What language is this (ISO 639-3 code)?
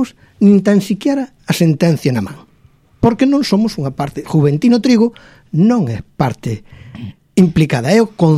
glg